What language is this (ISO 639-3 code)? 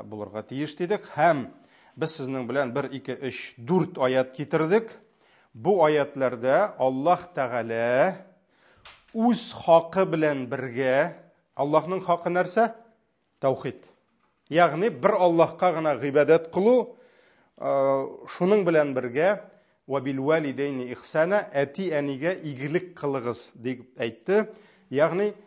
tat